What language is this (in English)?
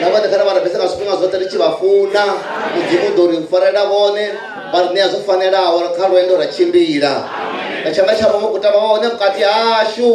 Venda